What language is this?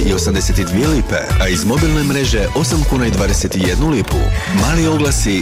Croatian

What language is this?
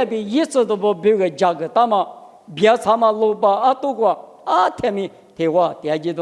Lisu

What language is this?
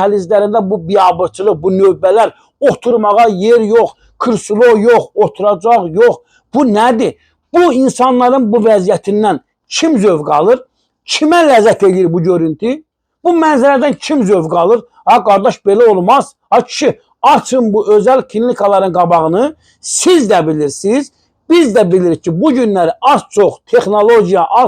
Azerbaijani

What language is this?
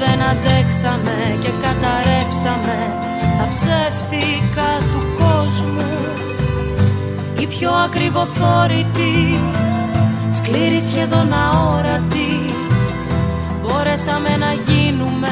Greek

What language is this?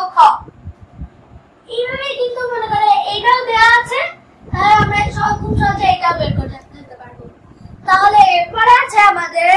Bangla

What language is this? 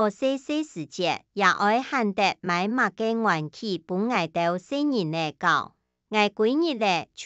Hakka Chinese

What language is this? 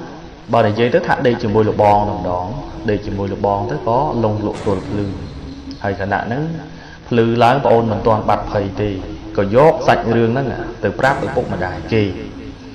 Khmer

